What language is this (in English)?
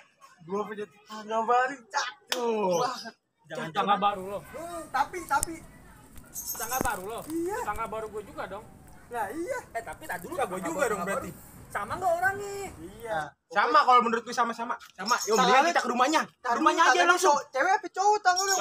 Betawi